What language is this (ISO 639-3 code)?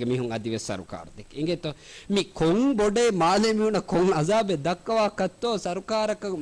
div